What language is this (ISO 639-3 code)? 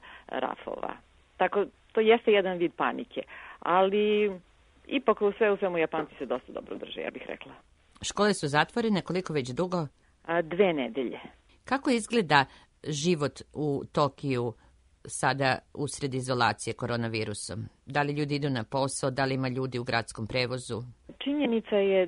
srp